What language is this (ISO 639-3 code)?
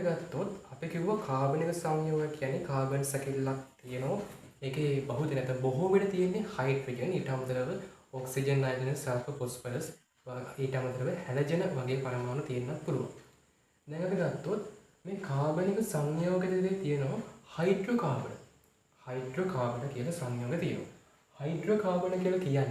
sin